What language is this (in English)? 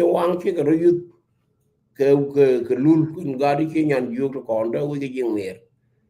Nuer